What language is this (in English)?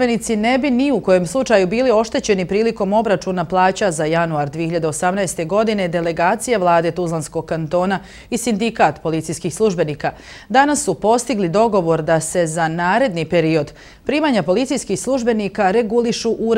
Bosnian